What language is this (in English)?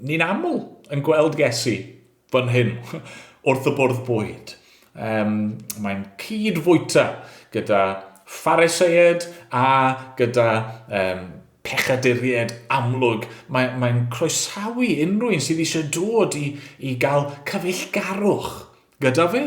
Welsh